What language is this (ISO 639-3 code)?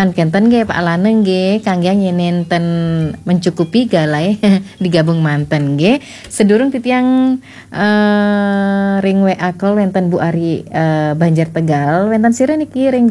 ban